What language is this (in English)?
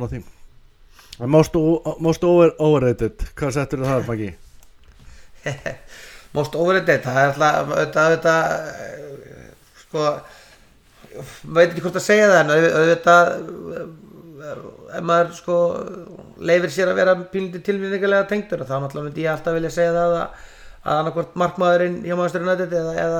Icelandic